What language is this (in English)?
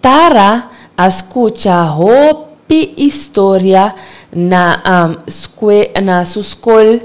Papiamento